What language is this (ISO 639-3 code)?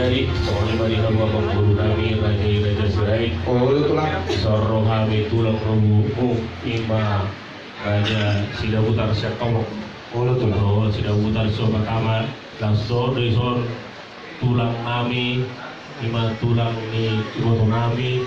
bbc